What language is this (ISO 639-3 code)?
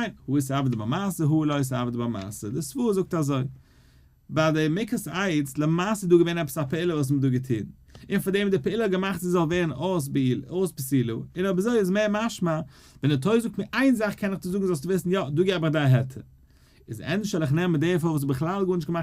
yid